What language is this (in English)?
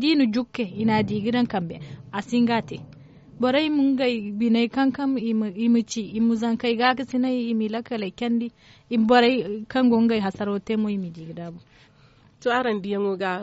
Zarma